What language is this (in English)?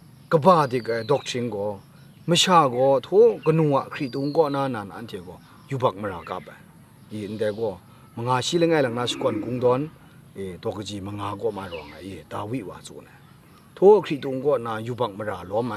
Kachin